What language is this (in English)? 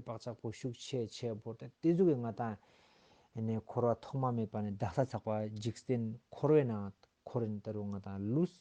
Ladakhi